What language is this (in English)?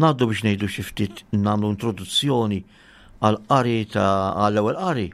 Maltese